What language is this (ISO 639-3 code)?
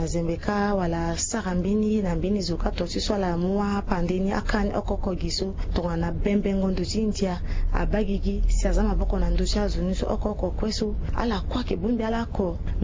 sag